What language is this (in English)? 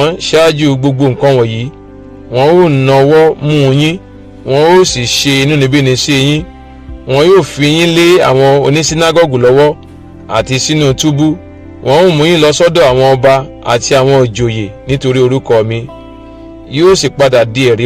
Yoruba